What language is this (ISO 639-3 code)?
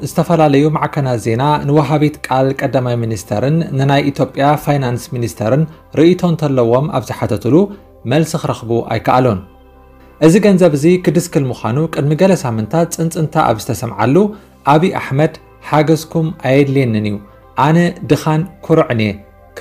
tir